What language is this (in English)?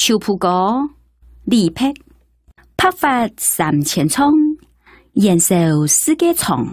Hakka Chinese